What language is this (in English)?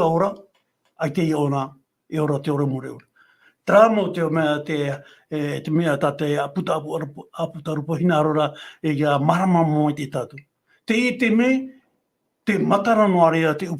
Tahitian